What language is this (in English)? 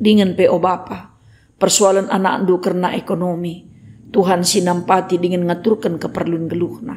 Batak Karo